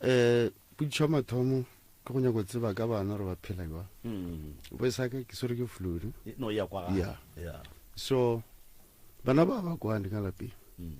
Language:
Northern Sotho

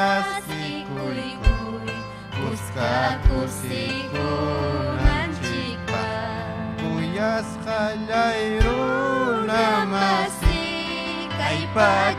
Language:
Ayacucho Quechua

